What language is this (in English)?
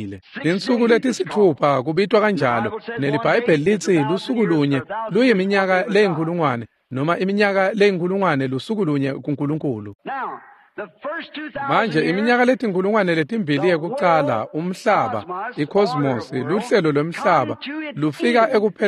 Swati